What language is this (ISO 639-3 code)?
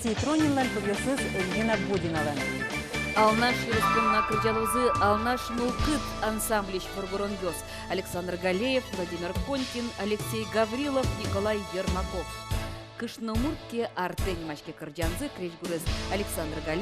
udm